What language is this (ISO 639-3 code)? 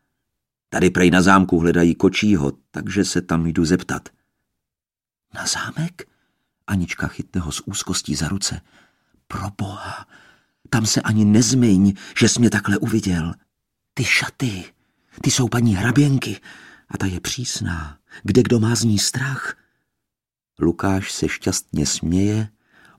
ces